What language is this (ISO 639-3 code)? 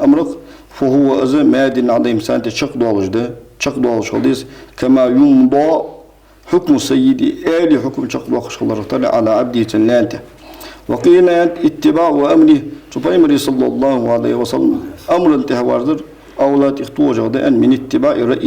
inh